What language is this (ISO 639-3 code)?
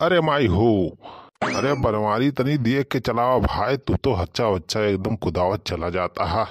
awa